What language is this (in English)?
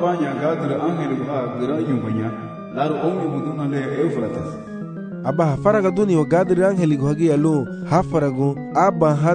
Garifuna